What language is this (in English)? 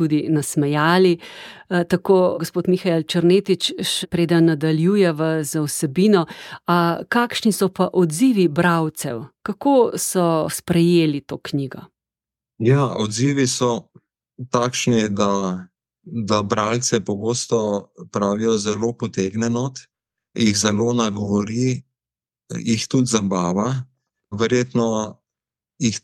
Slovenian